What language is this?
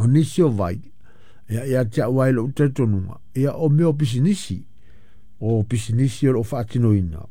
Samoan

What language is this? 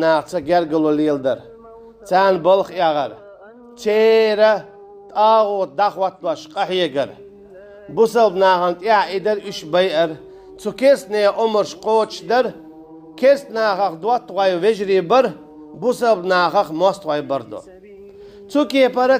Chechen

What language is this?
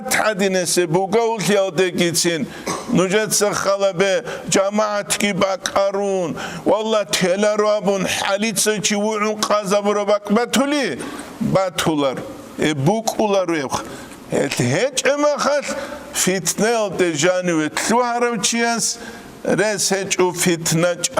Avaric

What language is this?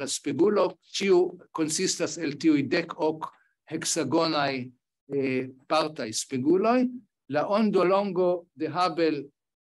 Esperanto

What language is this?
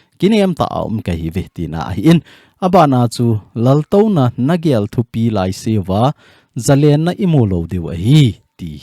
Thado Chin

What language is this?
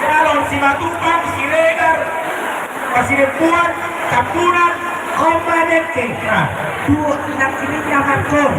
Batak Toba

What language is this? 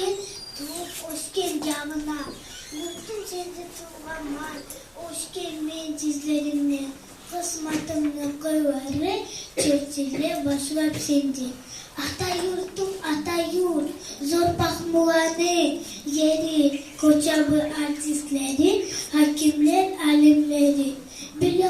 Kumyk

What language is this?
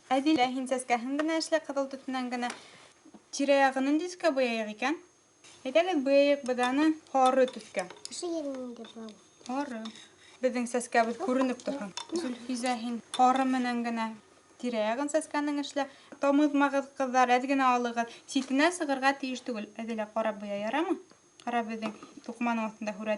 Bashkir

